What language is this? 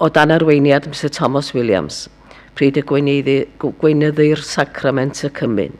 Welsh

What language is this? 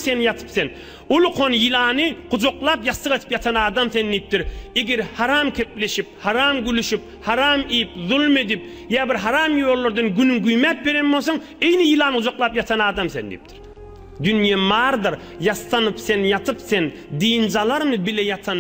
Turkmen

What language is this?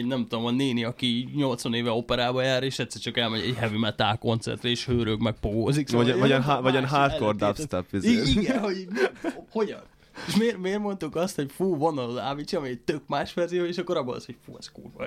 Hungarian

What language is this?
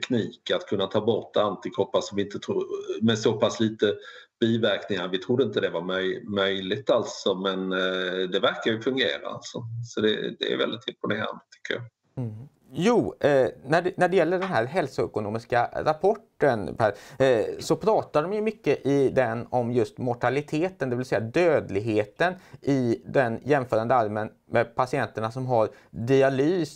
Swedish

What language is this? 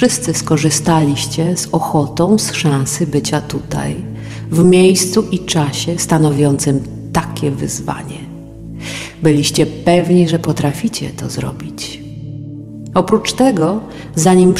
Polish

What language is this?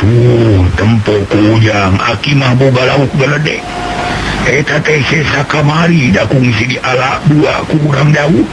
Sundanese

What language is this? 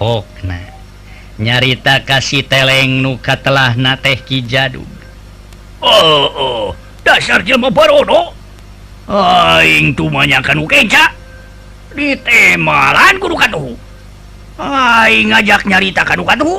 Sundanese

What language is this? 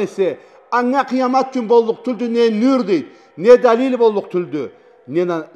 Karachay-Balkar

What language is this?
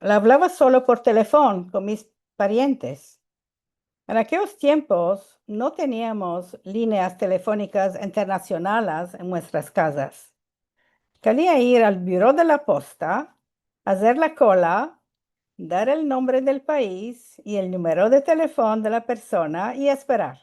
Ladino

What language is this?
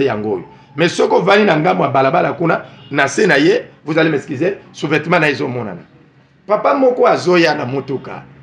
Lingala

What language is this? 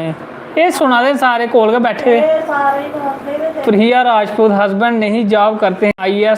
Dogri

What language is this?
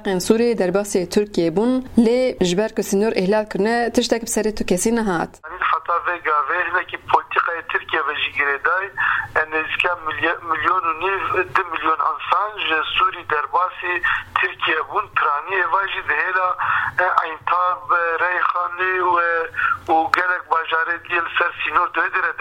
Kurdish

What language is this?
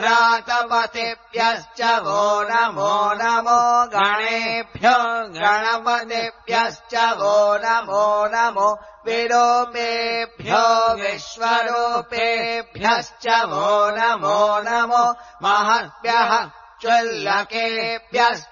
Sanskrit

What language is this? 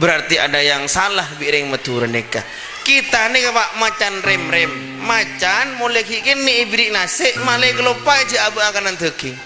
Madurese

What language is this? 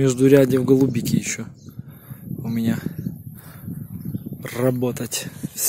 Russian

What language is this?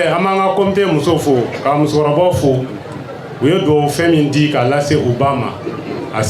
Bambara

